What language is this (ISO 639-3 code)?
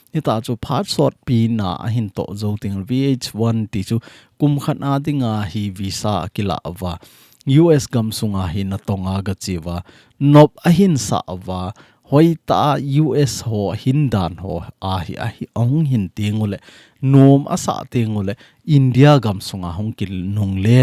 tcz